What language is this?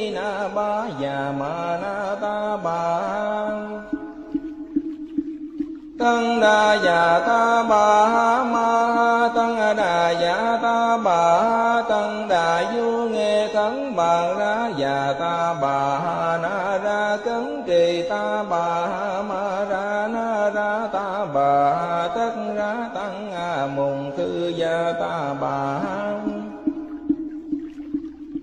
Vietnamese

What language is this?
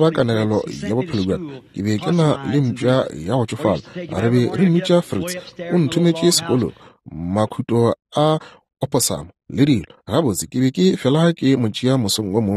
Northern Sotho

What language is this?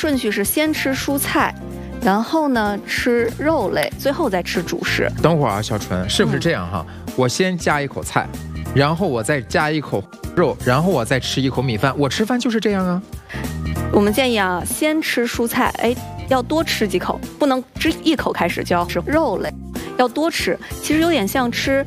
Chinese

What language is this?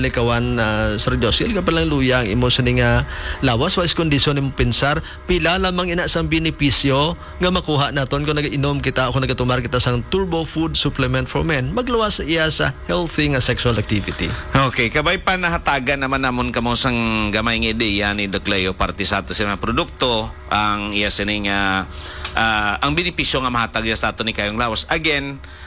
Hiligaynon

